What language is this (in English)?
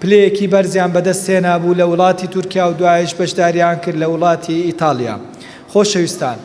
Central Kurdish